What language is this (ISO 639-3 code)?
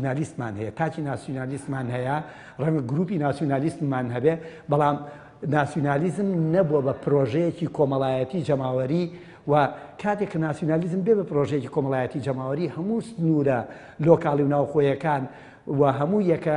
ckb